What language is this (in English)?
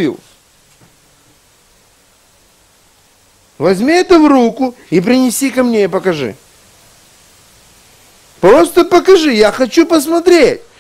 Russian